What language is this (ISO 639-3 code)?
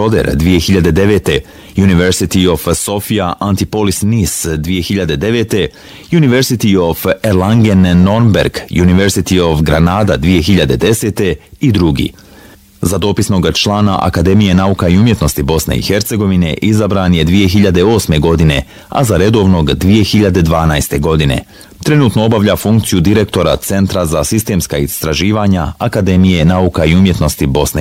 bos